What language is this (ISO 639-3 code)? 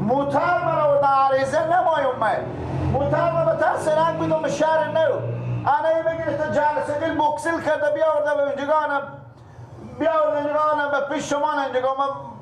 fas